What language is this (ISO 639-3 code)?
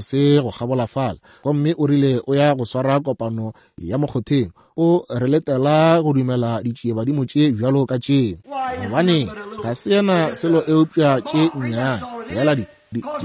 nso